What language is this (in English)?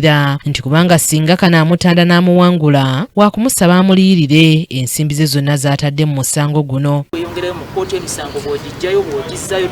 Ganda